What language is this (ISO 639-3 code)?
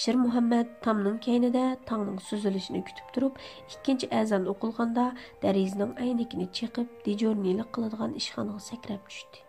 uig